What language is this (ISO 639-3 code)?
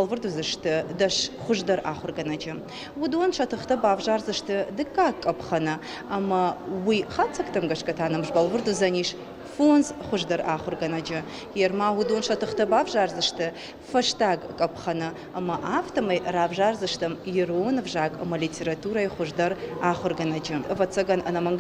oss